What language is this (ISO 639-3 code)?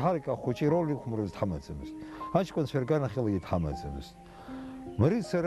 abk